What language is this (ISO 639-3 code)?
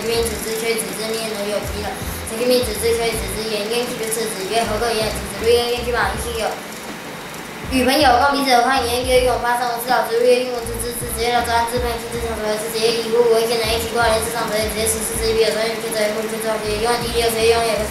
lzh